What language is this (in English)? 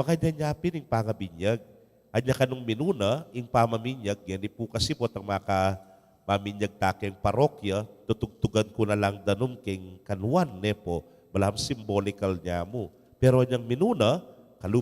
Pampanga